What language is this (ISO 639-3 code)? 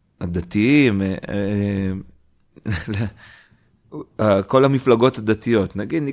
heb